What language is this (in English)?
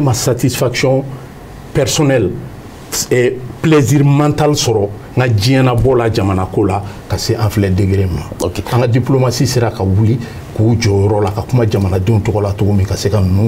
Bambara